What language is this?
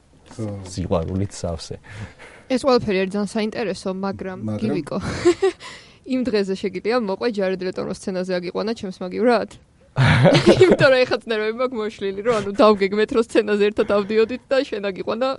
Georgian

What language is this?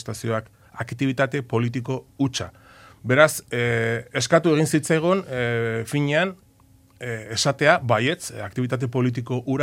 Basque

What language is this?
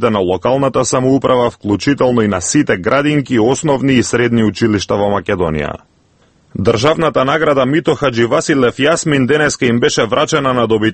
Macedonian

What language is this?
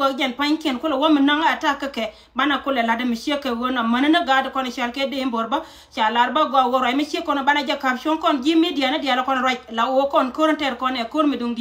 Nuer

